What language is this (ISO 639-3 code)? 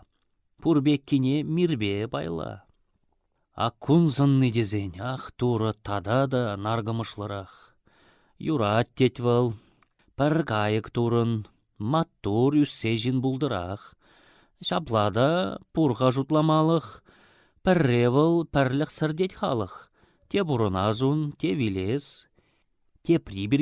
chv